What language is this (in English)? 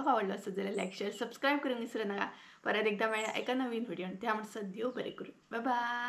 Konkani